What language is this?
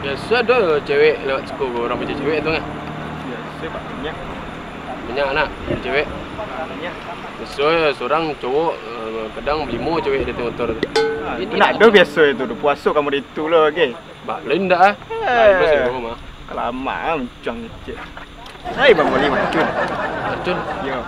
Minangkabau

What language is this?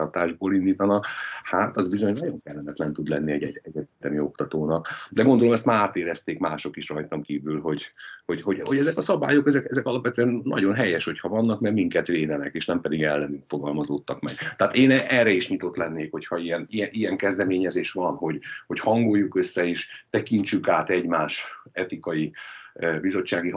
Hungarian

